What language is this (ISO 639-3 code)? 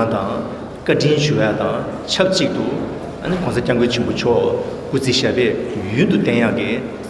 bod